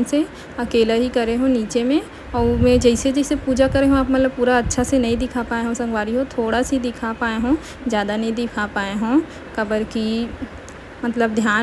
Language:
Chhattisgarhi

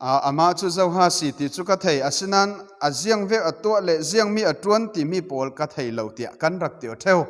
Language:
Falam Chin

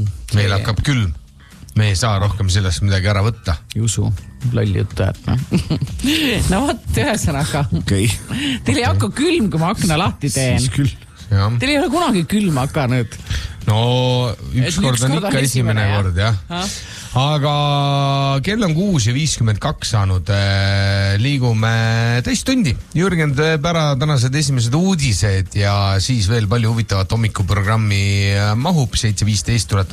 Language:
Estonian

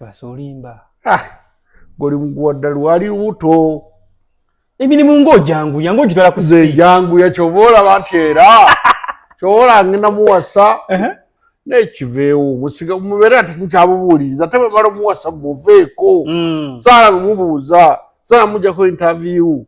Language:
Ganda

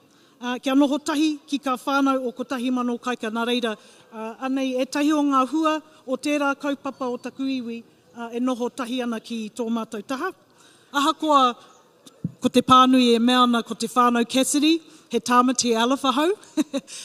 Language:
Māori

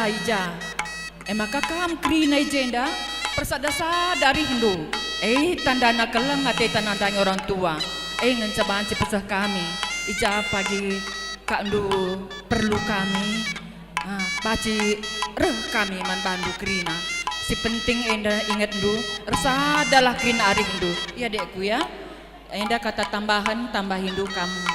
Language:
Batak Karo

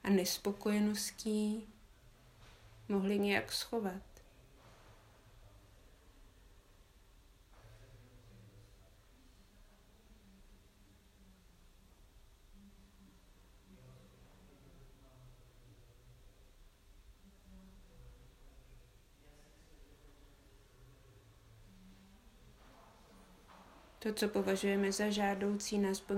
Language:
Czech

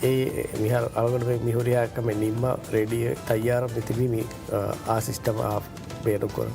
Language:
Divehi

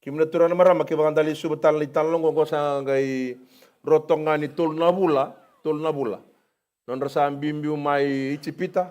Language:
Fijian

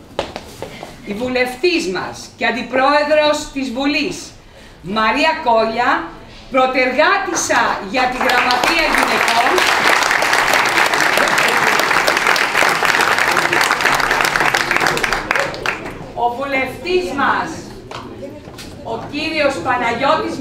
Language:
Greek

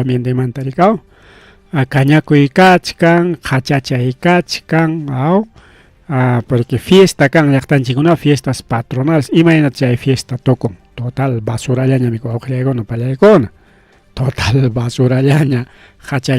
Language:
Ayacucho Quechua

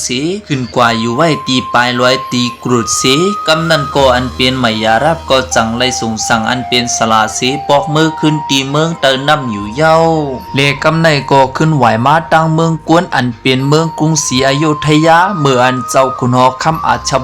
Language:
Shan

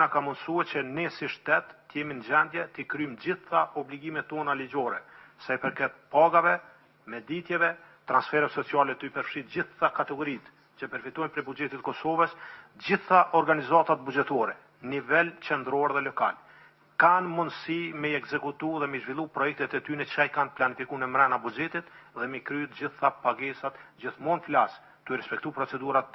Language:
Albanian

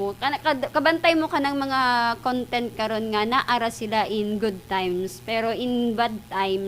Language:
Cebuano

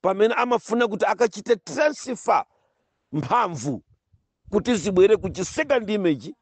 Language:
Nyanja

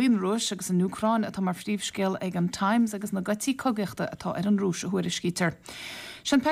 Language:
Irish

